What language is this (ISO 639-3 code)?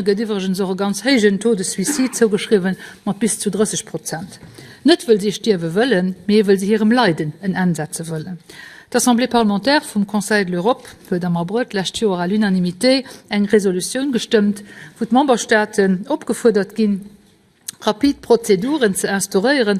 ltz